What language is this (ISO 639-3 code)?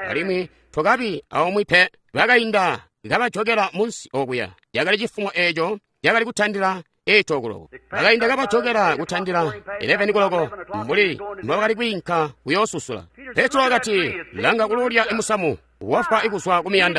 toi